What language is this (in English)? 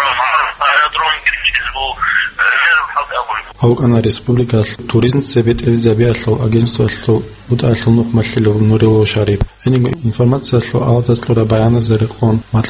Avaric